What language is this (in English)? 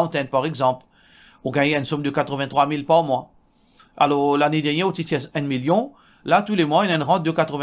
Morisyen